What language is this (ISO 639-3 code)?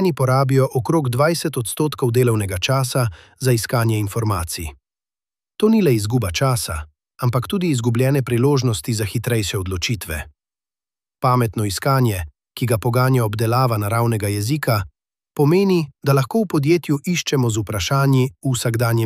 slv